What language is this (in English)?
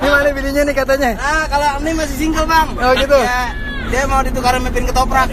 Betawi